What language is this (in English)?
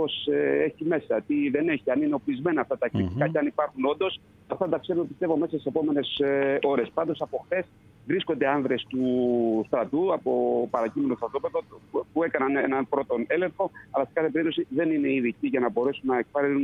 Greek